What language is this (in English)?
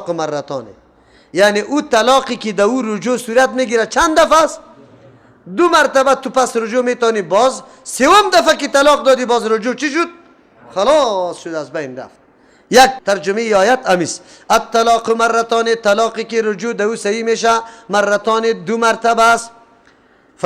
Persian